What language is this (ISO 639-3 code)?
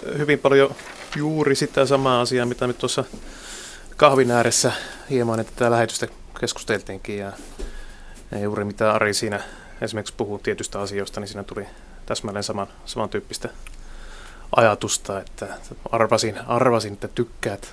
fin